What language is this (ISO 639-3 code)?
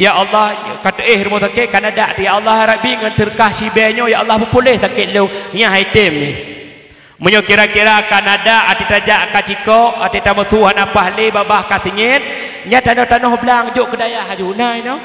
ace